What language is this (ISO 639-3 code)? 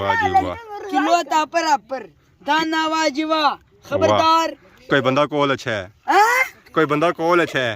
phr